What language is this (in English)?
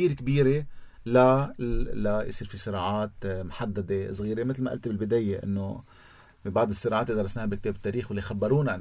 North Levantine Arabic